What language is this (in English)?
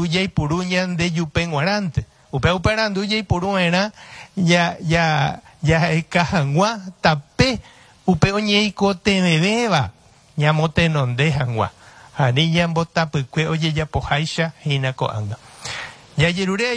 Guarani